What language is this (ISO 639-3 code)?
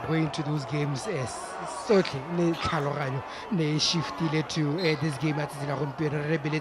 tsn